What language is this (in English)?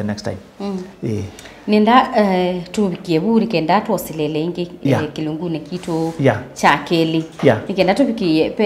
Kamba